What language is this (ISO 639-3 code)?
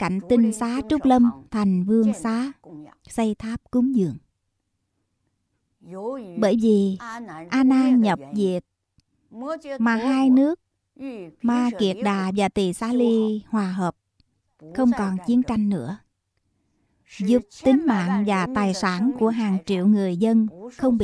vie